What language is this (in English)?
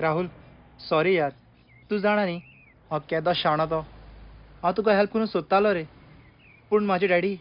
Konkani